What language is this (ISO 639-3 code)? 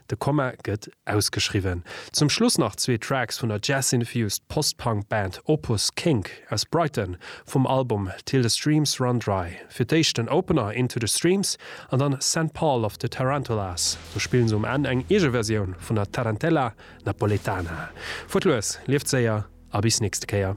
ltz